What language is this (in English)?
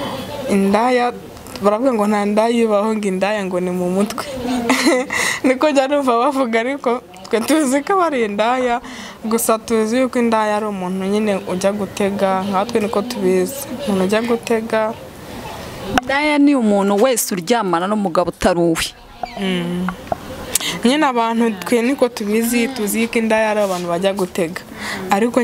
Kinyarwanda